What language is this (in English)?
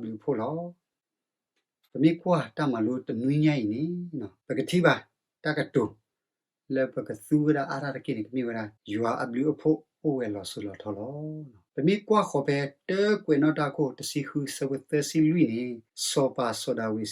S'gaw Karen